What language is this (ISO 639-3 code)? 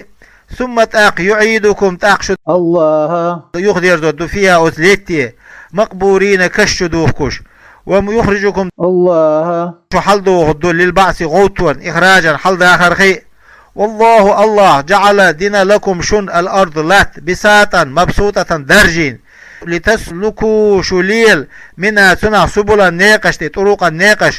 che